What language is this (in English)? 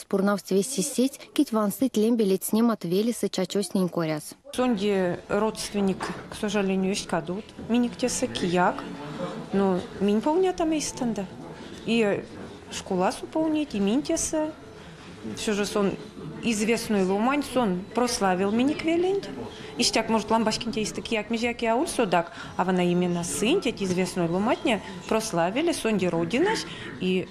Erzya